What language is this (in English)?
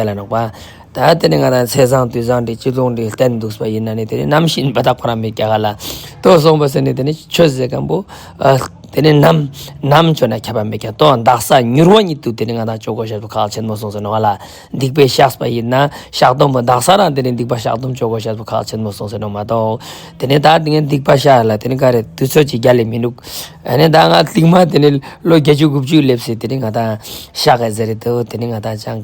Ladakhi